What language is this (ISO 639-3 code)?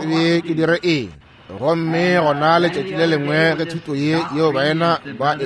nso